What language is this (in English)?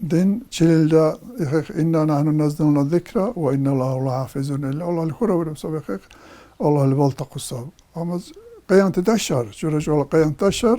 Dargwa